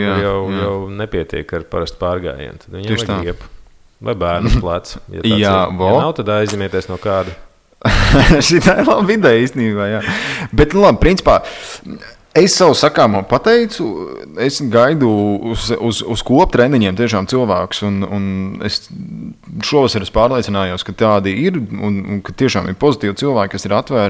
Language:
Latvian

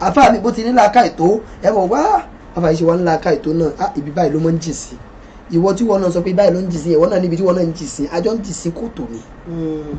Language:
Yoruba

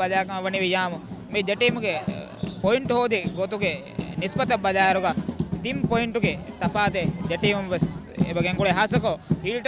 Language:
Divehi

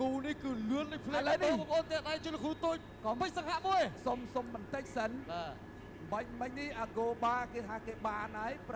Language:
Khmer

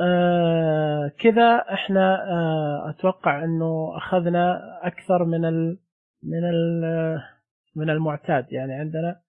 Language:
Najdi Arabic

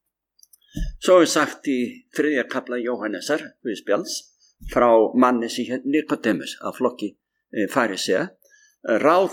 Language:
Icelandic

